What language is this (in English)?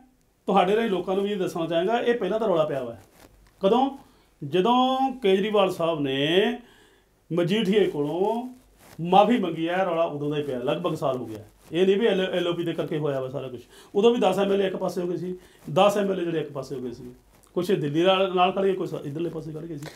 Punjabi